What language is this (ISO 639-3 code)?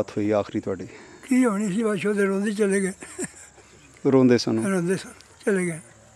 pan